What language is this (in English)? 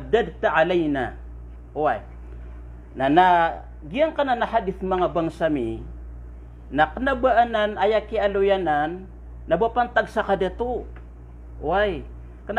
Maranao